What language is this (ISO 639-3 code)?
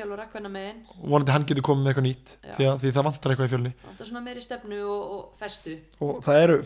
isl